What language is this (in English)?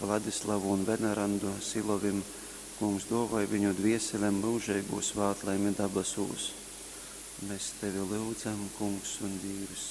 Latgalian